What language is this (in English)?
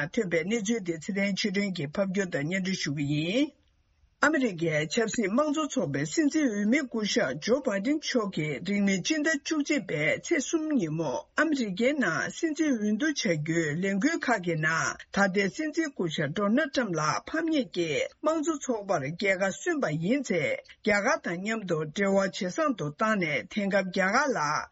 Tibetan